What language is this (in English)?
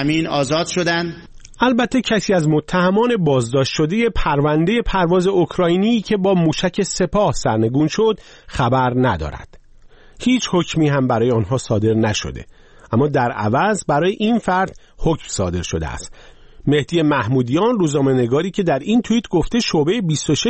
Persian